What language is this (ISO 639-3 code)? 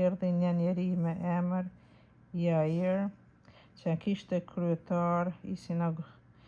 sqi